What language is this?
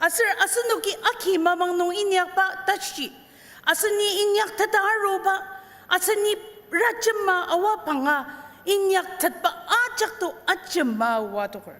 Ao Naga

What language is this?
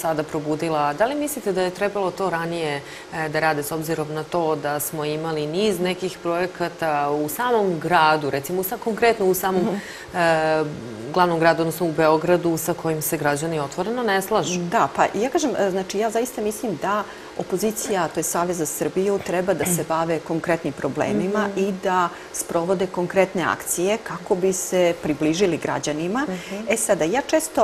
Serbian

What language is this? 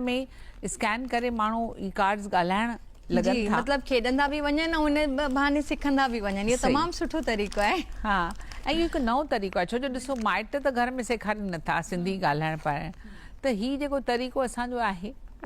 Sindhi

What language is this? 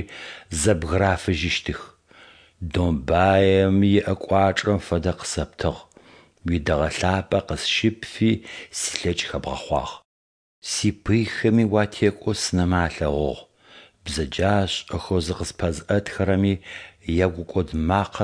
Adyghe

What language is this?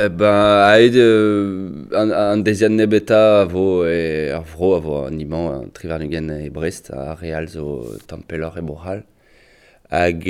Breton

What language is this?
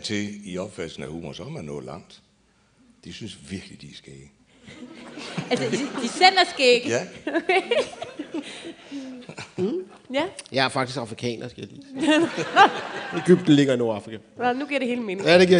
Danish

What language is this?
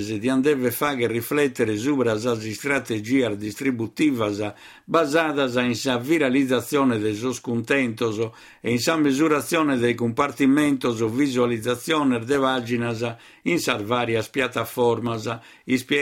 Sardinian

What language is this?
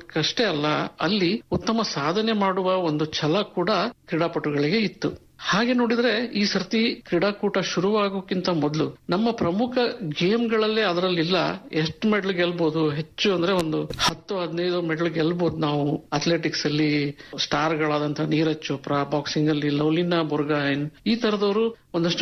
Kannada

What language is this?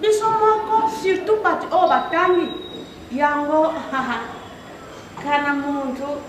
Lingala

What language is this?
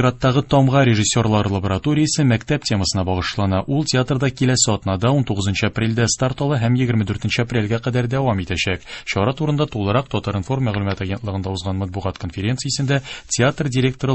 Tatar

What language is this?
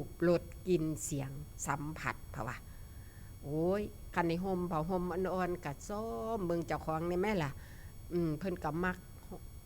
Northeastern Thai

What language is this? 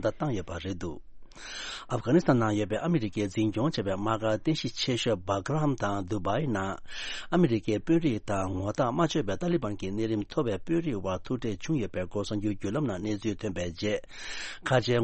Tibetan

